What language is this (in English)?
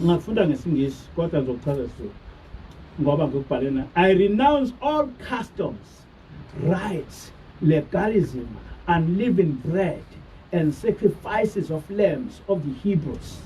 Zulu